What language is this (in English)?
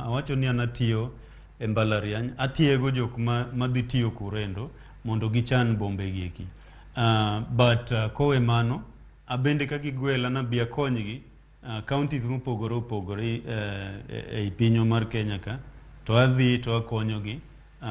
Luo (Kenya and Tanzania)